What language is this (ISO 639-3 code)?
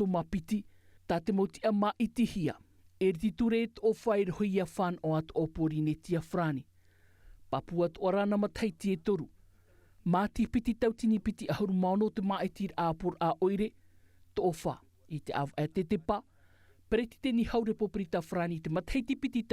tah